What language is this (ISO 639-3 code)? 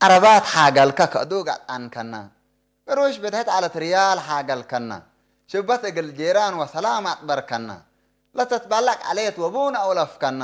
tig